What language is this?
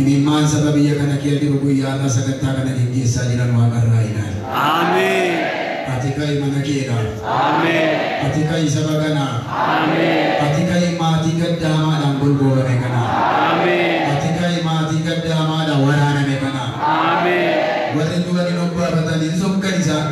Oromo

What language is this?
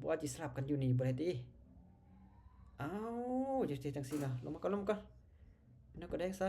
Lao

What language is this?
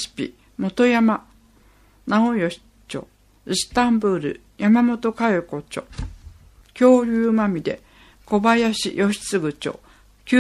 Japanese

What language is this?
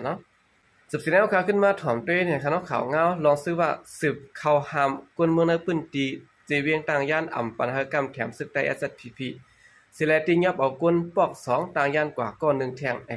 Shan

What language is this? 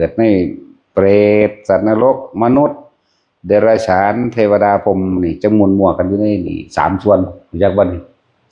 Northeastern Thai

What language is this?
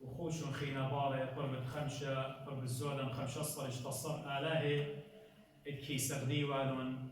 Assyrian Neo-Aramaic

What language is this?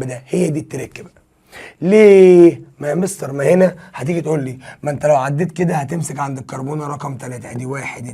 Egyptian Arabic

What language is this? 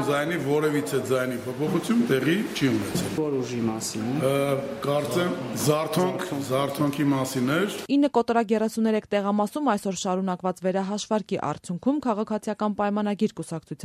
Armenian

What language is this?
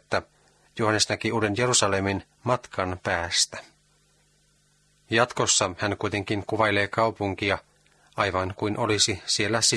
Finnish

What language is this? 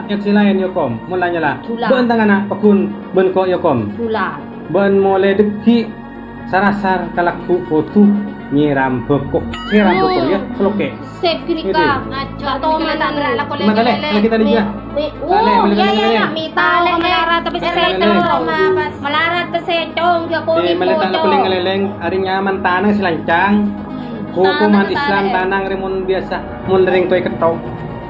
Madurese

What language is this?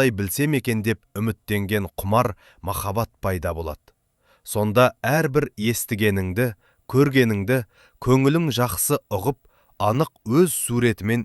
Kazakh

